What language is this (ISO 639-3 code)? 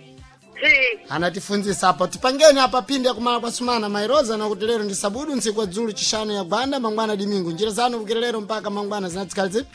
seh